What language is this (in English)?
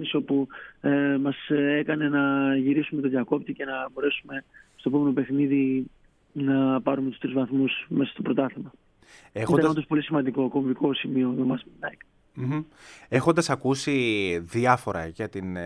Greek